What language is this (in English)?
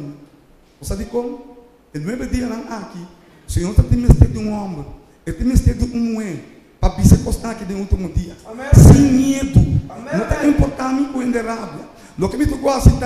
Papiamento